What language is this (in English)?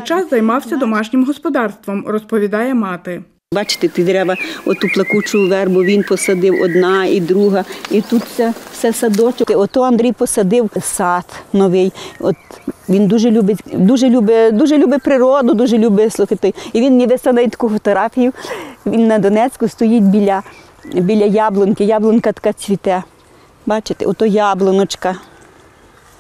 Ukrainian